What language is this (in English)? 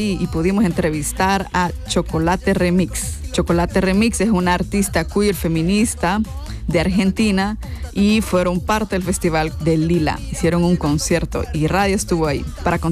Spanish